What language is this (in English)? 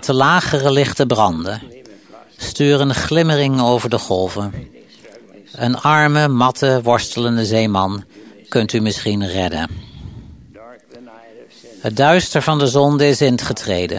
Dutch